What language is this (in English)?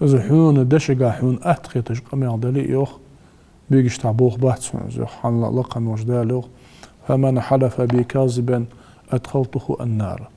Ingush